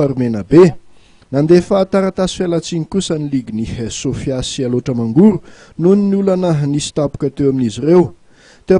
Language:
Malagasy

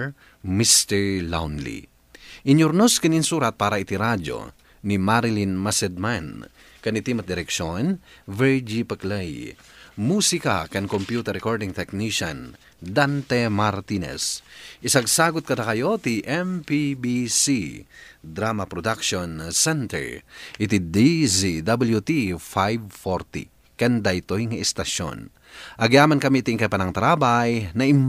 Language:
Iloko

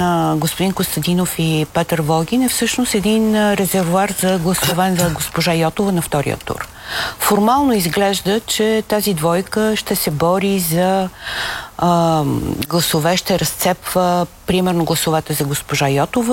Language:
Bulgarian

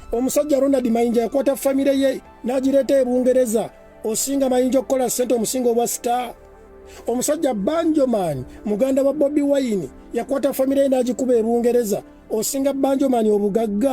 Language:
Ganda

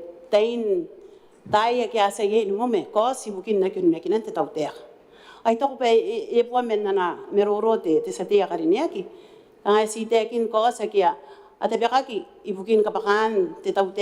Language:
Gilbertese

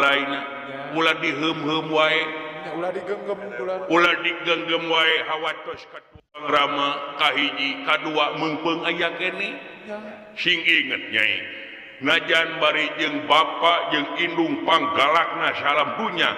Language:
Sundanese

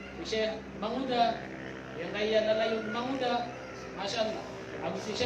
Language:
Maranao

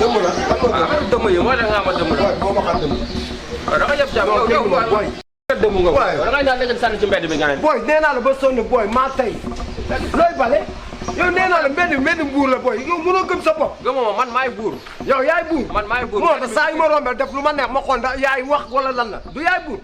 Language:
Wolof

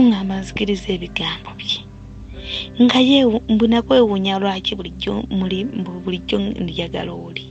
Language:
Ganda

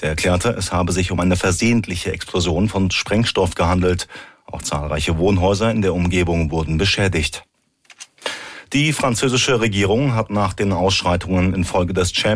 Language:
German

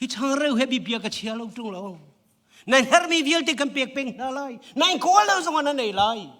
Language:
Hakha Chin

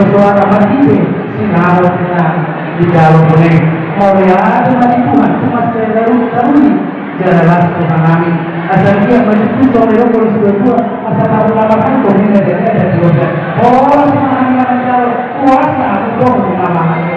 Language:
Batak Toba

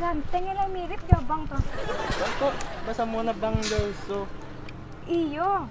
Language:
Minangkabau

